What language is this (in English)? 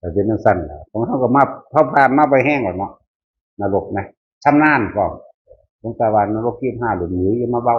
Northeastern Thai